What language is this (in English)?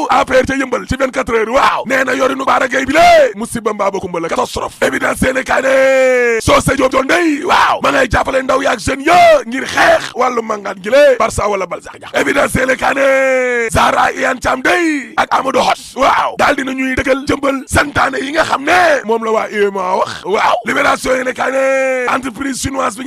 Wolof